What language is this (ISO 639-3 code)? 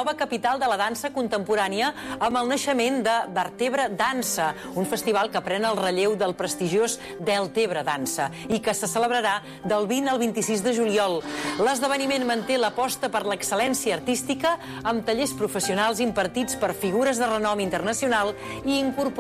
cat